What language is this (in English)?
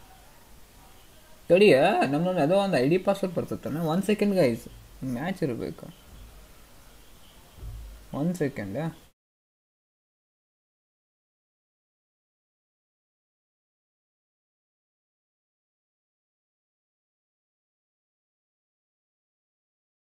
Kannada